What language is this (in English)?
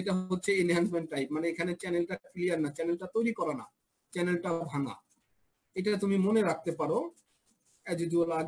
Bangla